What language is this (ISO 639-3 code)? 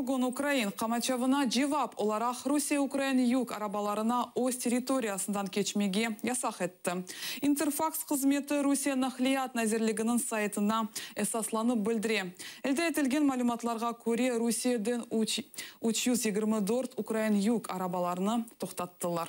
crh